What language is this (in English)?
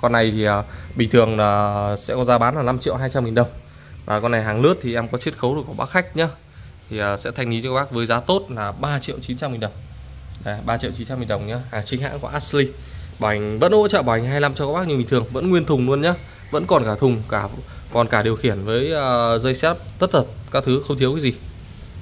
Vietnamese